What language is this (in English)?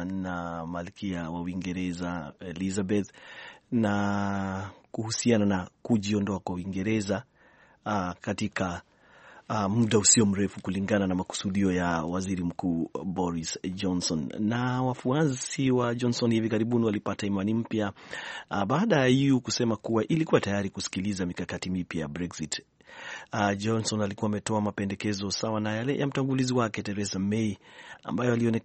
Swahili